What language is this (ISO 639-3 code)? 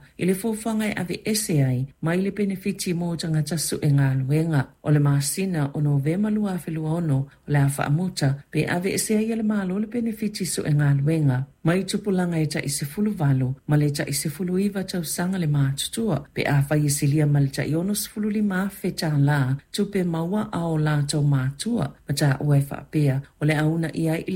smo